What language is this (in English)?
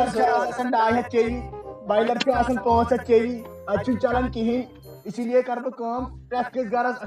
Kashmiri